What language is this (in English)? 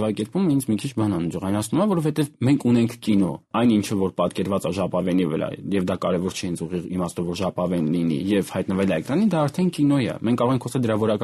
Armenian